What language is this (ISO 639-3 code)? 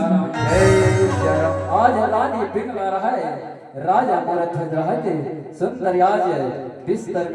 hne